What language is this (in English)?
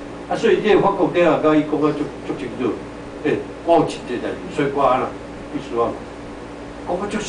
Min Nan Chinese